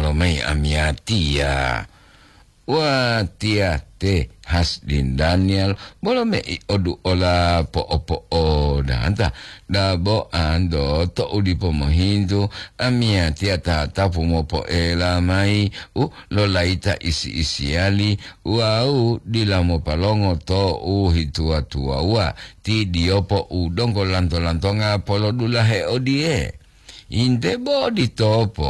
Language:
Gorontalo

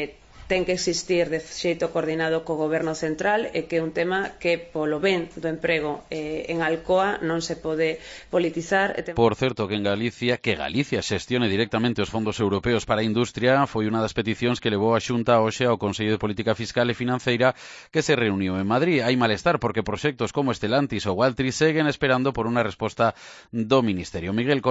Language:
Galician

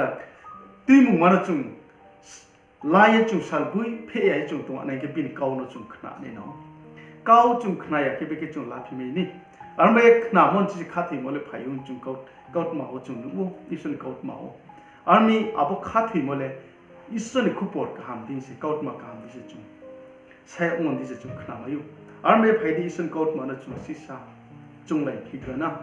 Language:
Riang (India)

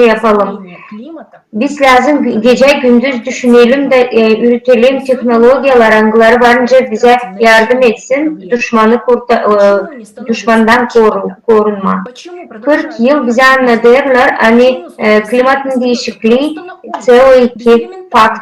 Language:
Gagauz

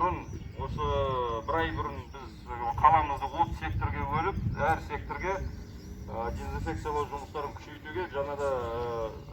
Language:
Kazakh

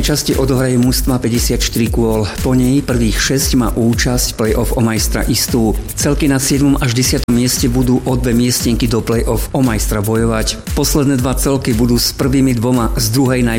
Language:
Slovak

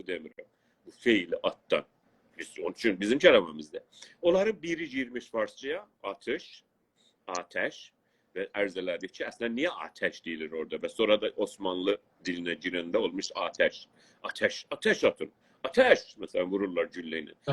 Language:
South Azerbaijani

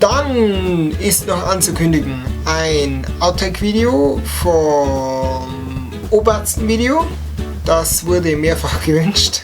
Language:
Bavarian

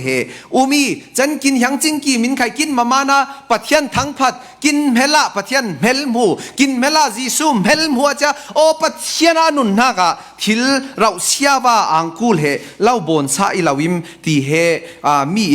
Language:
Falam Chin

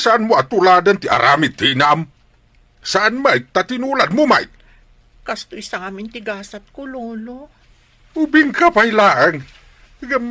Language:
Iloko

